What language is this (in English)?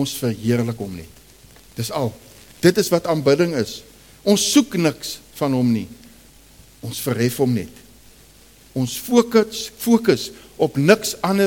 Afrikaans